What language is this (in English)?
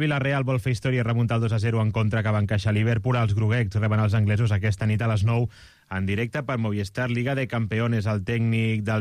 Catalan